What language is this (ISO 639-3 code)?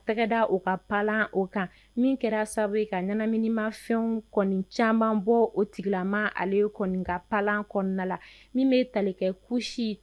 bam